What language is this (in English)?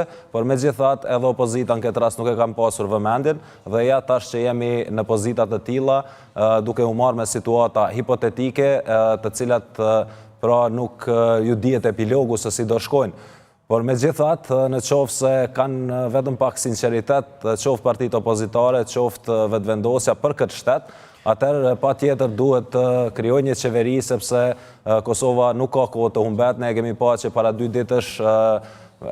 Albanian